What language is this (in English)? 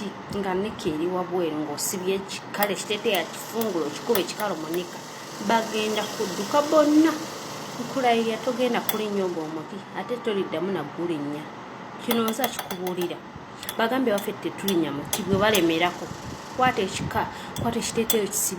Ganda